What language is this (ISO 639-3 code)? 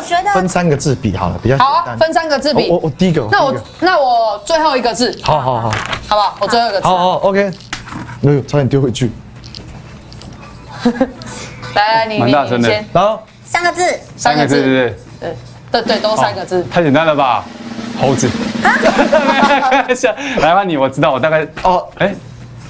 zho